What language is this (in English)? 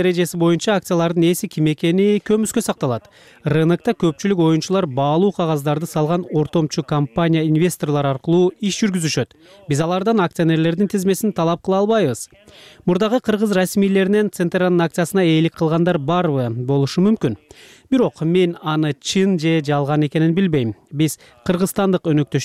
Kyrgyz